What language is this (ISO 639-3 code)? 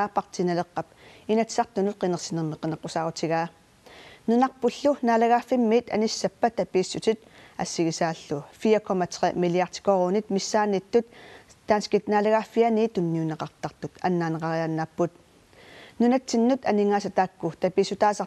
kal